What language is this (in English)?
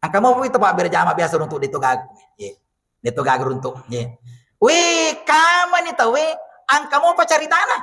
Buginese